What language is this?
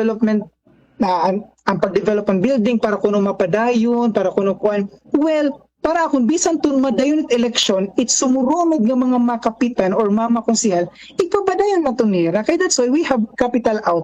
Waray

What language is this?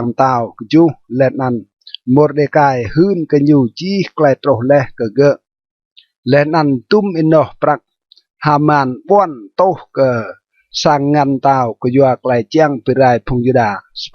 Rade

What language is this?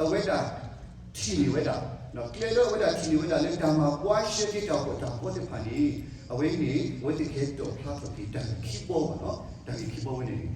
S'gaw Karen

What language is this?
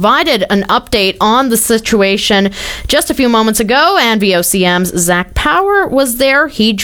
English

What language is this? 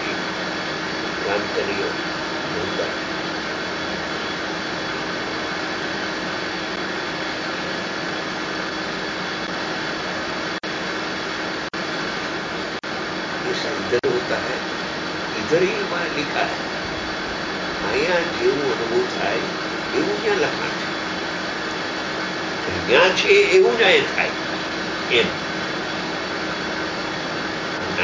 Gujarati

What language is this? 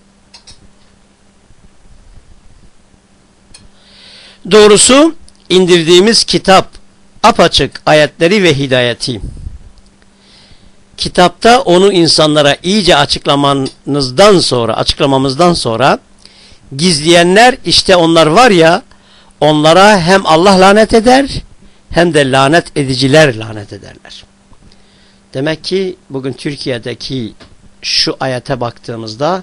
Turkish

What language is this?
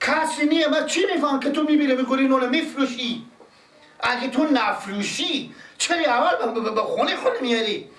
Persian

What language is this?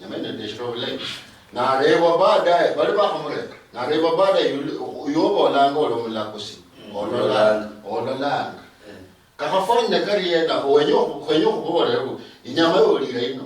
Luyia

